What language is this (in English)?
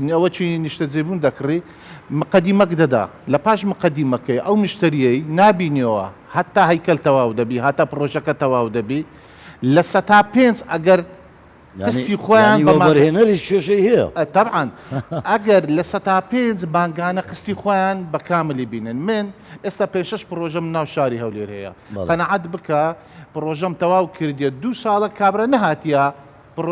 Central Kurdish